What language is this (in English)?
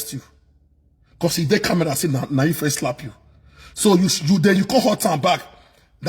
Nigerian Pidgin